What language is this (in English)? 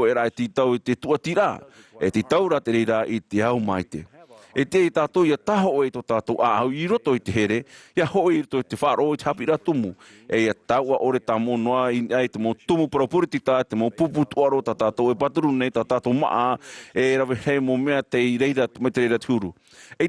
Tahitian